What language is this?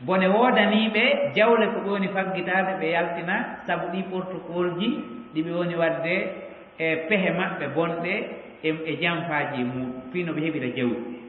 Fula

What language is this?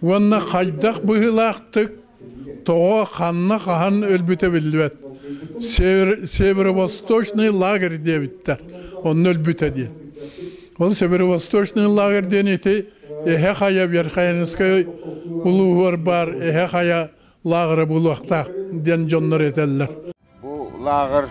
Yakut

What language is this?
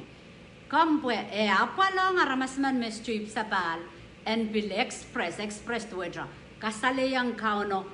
Pohnpeian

